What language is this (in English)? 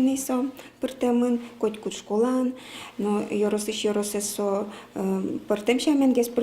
Udmurt